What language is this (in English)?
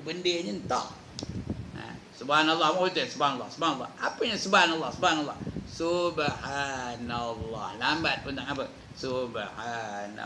Malay